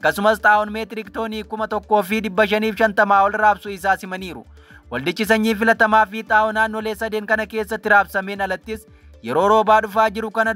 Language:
Oromo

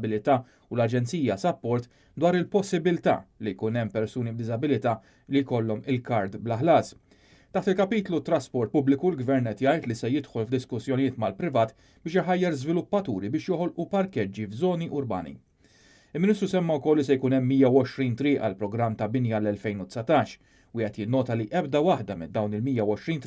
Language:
Maltese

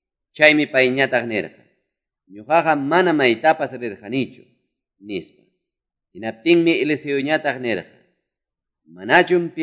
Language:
Quechua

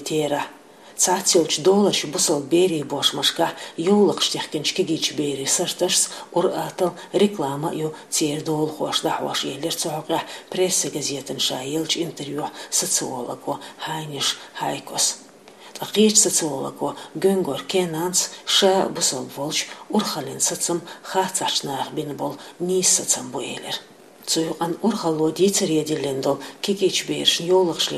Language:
Chechen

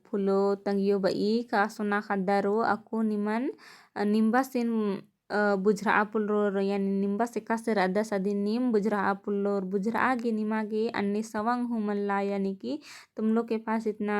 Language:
Kurukh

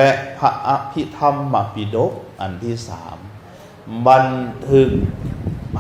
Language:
Lao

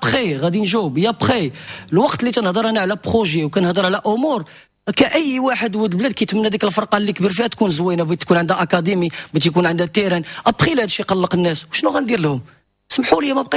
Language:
Moroccan Arabic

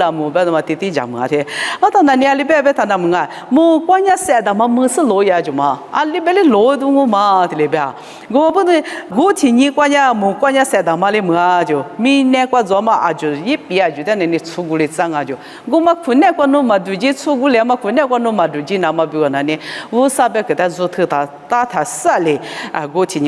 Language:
Lisu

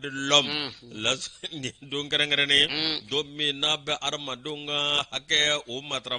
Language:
Bambara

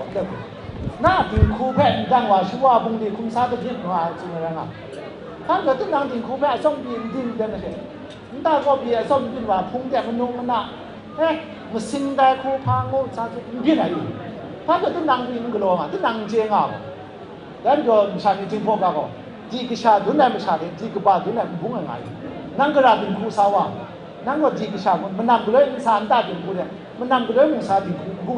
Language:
Kachin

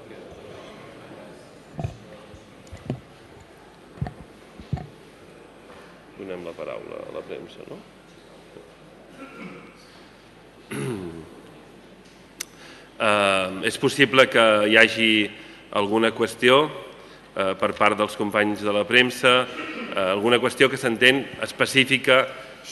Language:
Catalan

